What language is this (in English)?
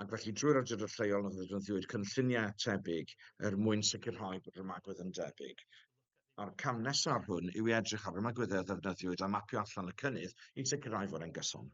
Welsh